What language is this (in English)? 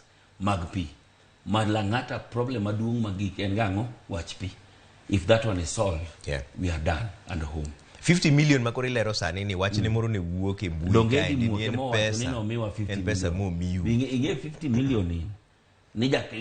Luo (Kenya and Tanzania)